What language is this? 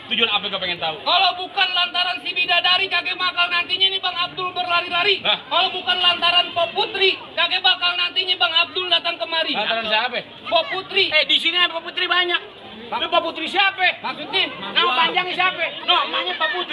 Betawi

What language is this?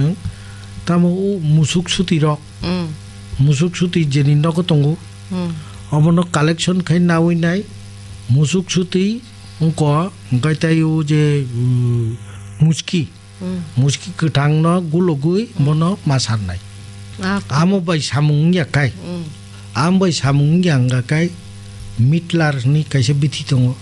Kok Borok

